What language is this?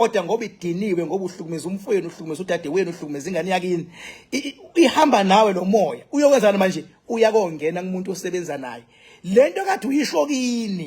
Zulu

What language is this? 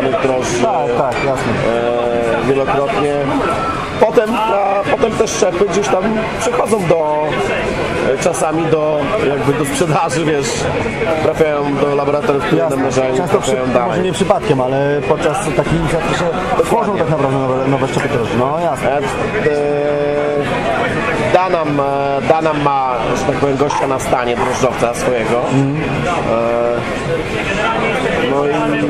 Polish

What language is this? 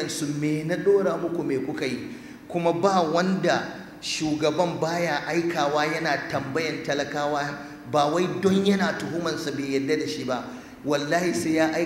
Hausa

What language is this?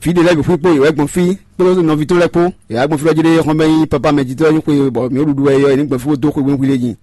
Fon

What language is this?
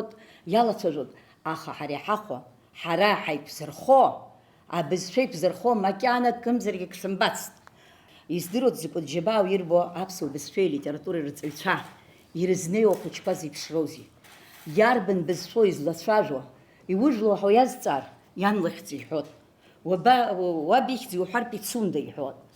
Abkhazian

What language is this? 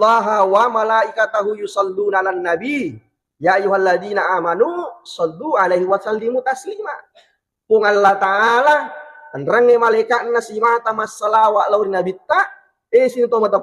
Buginese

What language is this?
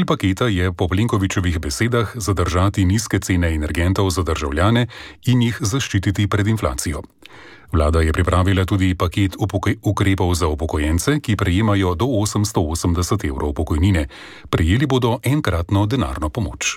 Slovenian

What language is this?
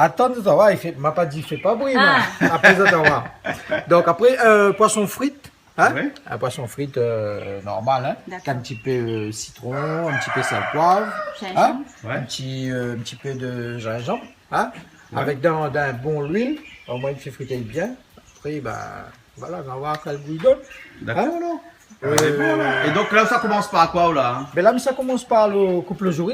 Réunion Creole French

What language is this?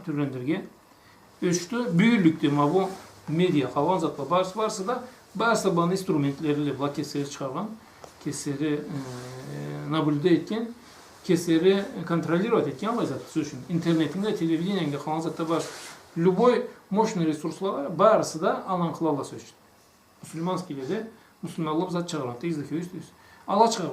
Karachay-Balkar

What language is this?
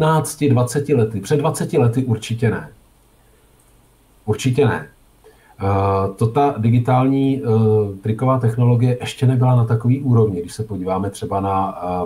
Czech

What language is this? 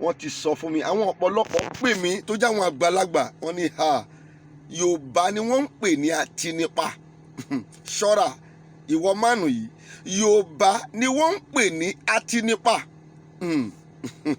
Yoruba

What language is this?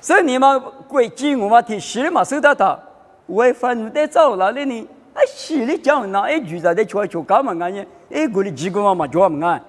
Lisu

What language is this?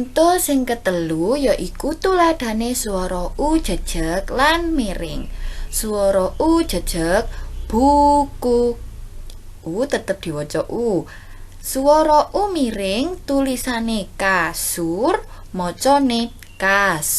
Javanese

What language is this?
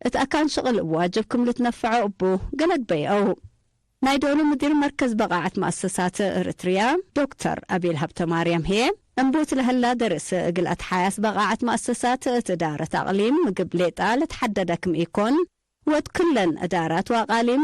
Tigre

